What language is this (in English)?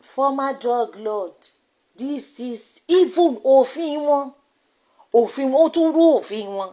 Yoruba